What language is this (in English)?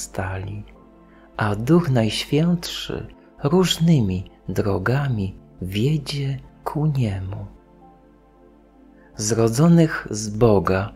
Polish